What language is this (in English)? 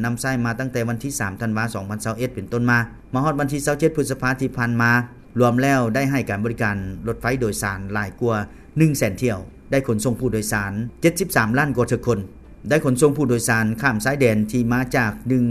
Lao